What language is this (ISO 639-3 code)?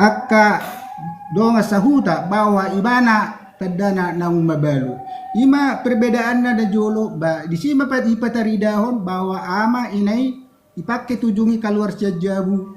bbc